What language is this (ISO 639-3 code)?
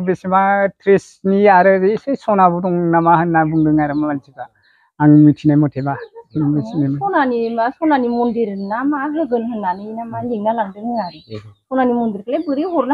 brx